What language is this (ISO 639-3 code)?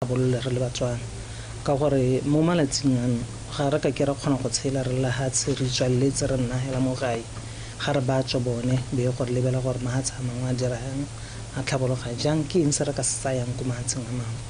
tsn